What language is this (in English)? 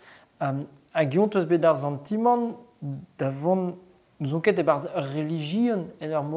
Breton